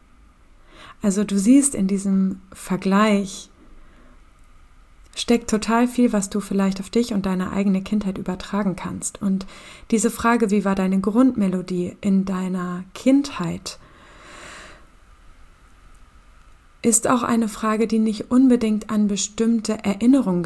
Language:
German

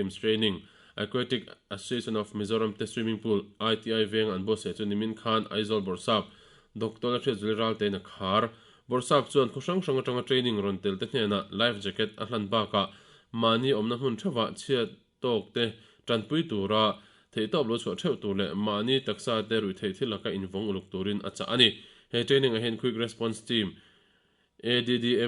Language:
Mizo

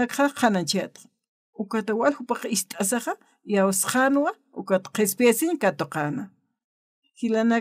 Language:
Aymara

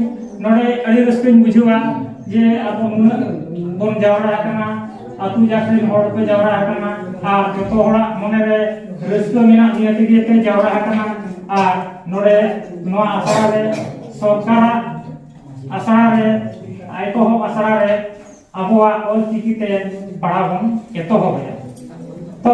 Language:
Santali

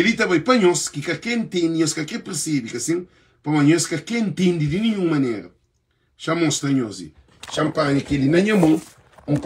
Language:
Kabuverdianu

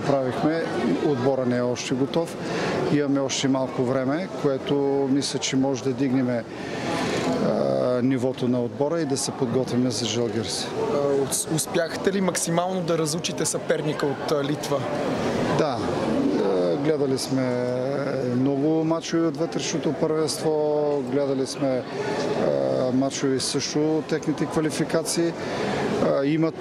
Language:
Bulgarian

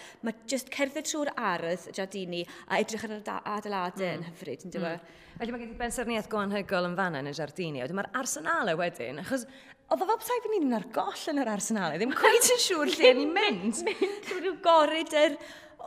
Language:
Welsh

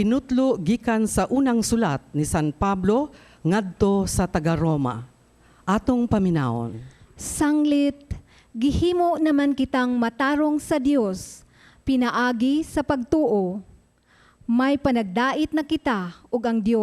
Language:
Cebuano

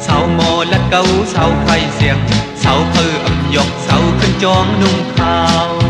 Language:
Shan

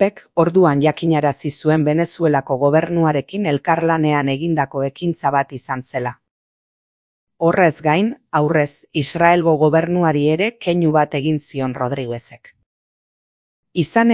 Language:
Basque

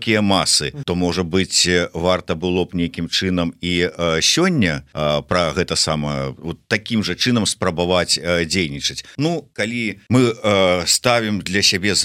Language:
Belarusian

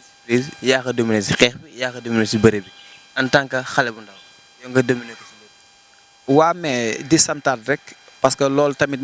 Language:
Wolof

